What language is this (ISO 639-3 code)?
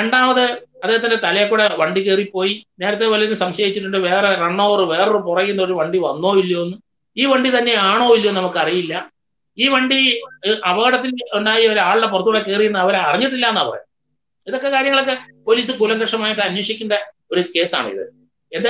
mal